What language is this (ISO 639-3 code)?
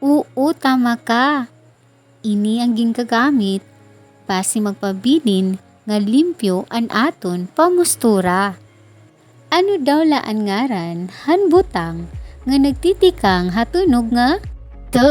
war